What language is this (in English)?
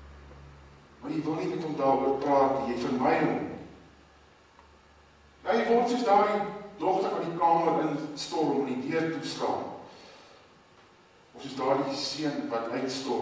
Afrikaans